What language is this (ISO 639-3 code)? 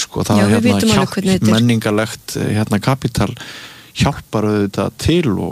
isl